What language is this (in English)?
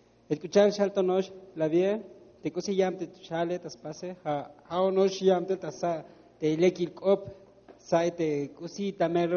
Tzotzil